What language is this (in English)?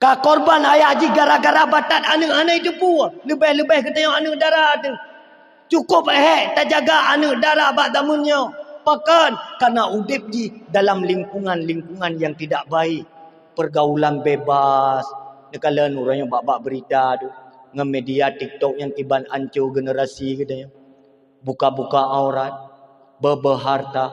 Achinese